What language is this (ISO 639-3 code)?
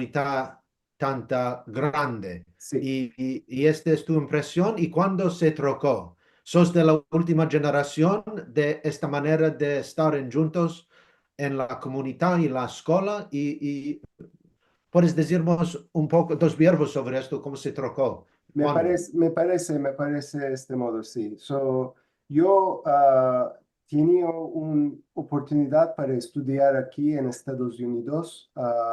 lad